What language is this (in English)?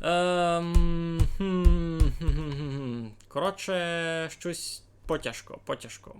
Rusyn